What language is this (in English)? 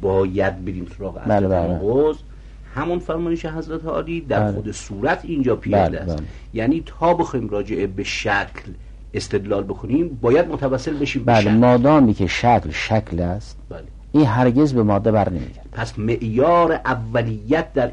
Persian